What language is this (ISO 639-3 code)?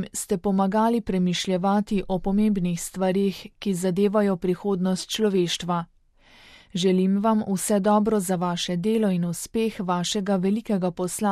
slv